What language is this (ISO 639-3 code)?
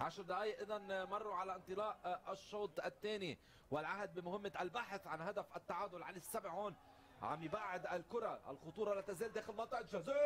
apc